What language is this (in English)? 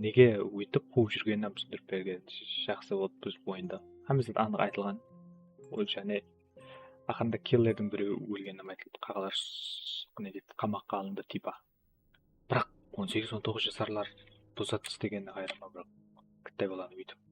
Kara-Kalpak